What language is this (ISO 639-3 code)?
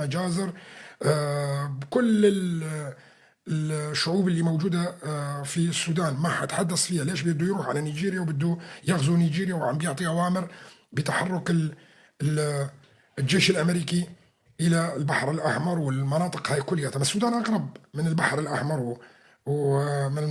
apc